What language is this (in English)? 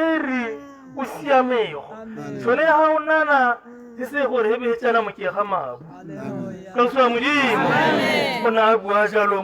Tswana